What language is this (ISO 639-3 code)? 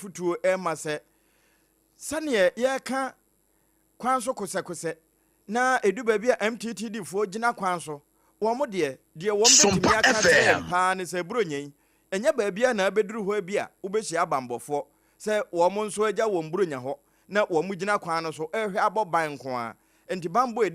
aka